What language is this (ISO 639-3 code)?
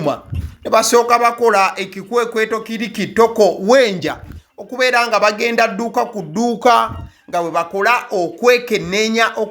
lug